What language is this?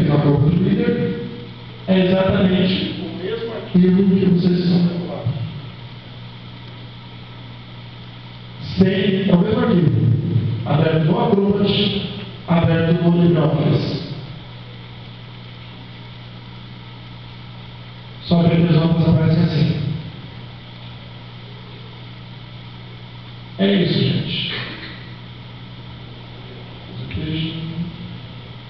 Portuguese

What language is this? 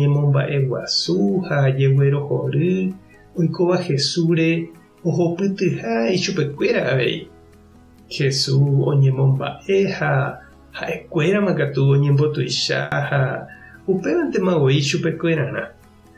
Guarani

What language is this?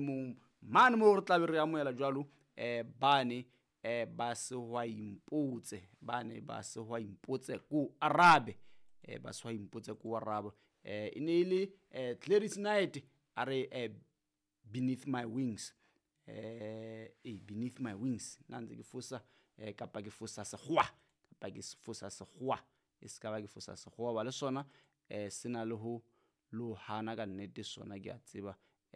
Southern Sotho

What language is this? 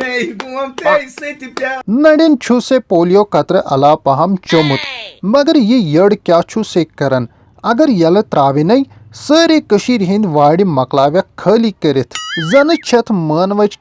Kashmiri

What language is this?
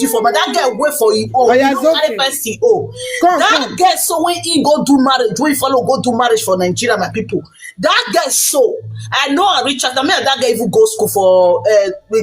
Nigerian Pidgin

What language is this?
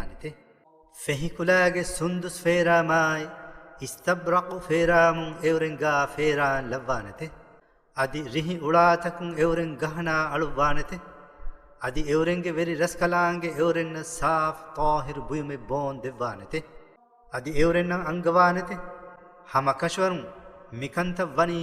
Divehi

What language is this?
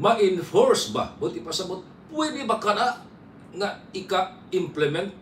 Cebuano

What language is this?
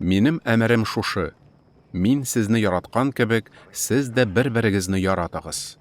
Tatar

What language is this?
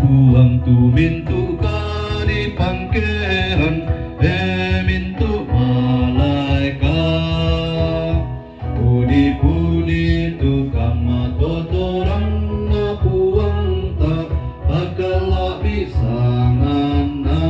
Toraja-Sa'dan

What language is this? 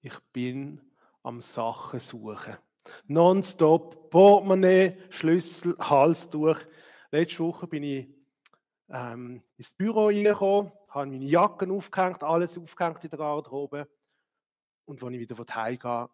Swiss German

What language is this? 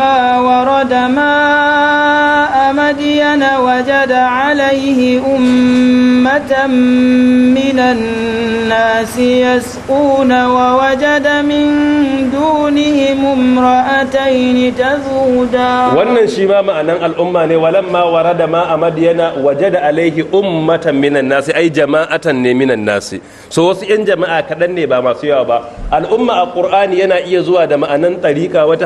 Hausa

